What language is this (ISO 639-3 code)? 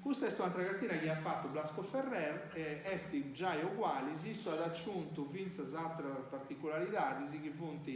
srd